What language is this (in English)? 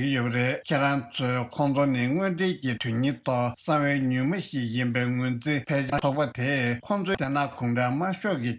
Tibetan